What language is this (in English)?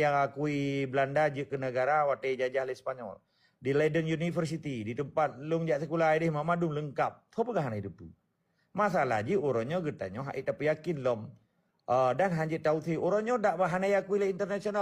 Achinese